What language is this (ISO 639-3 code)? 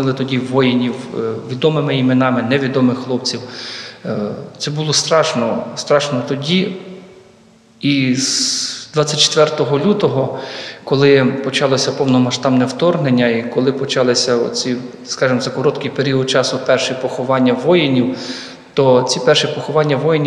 ukr